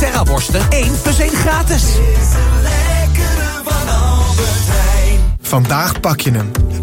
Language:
Dutch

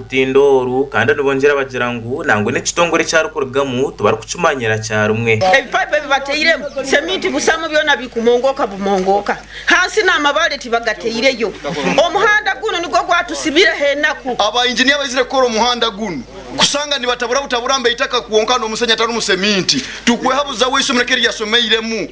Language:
Nyankole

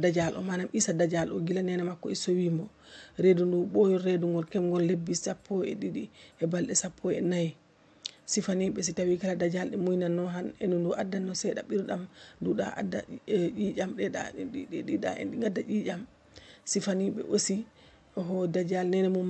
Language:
Fula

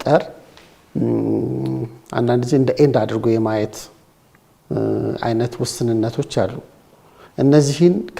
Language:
Amharic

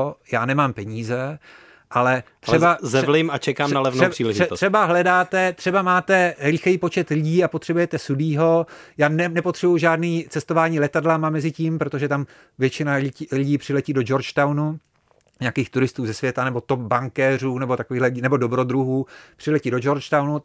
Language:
Czech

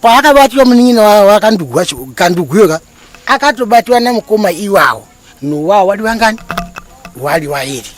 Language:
Shona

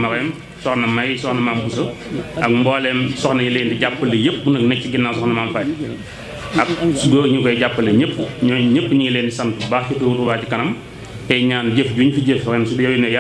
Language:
Wolof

